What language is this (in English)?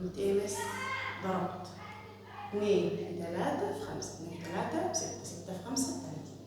Egyptian Arabic